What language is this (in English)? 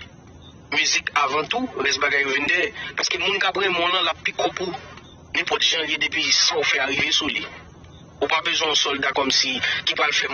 Haitian Creole